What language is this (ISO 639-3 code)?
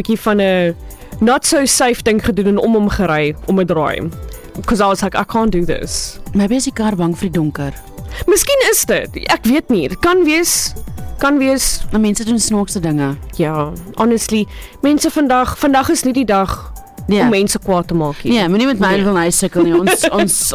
afr